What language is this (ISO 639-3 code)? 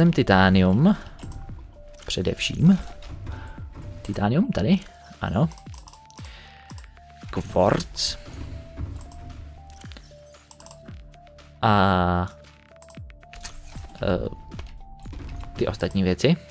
ces